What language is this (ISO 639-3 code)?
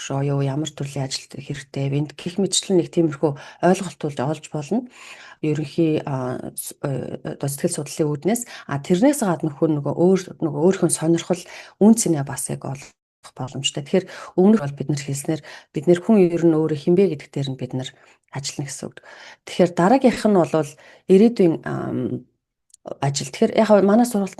mon